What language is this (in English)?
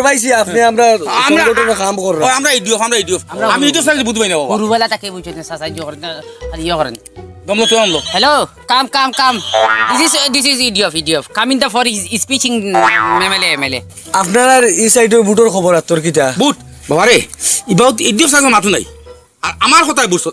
Sylheti